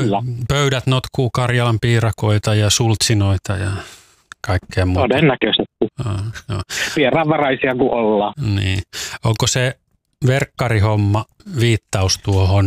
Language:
Finnish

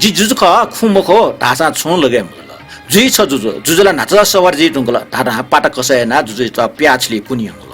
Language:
Newari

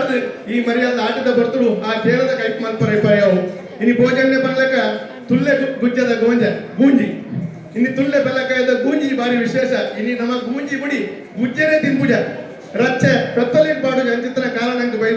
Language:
Tulu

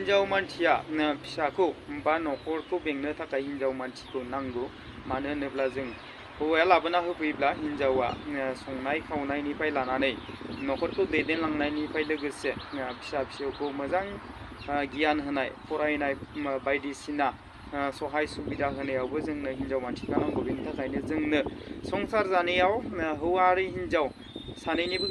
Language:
Bodo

